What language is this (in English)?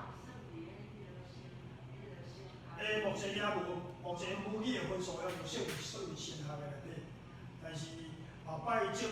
Min Nan Chinese